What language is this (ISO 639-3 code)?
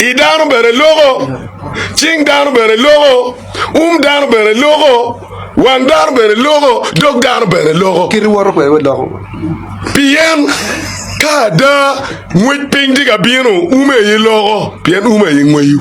ach